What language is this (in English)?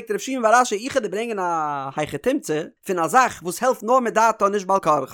Yiddish